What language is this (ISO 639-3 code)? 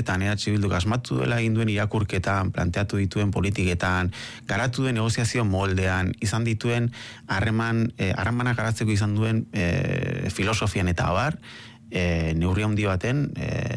eus